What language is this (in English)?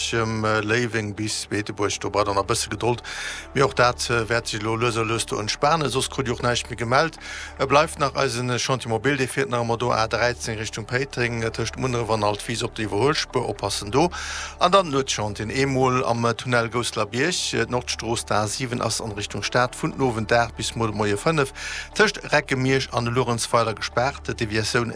Luxembourgish